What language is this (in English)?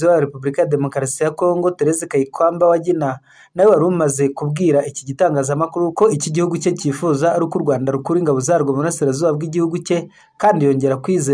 Kinyarwanda